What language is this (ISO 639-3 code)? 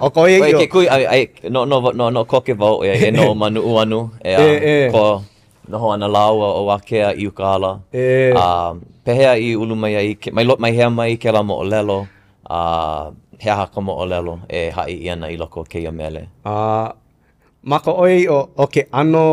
haw